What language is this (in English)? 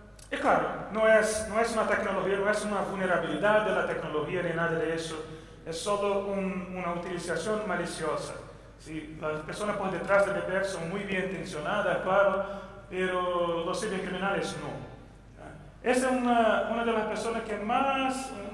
Spanish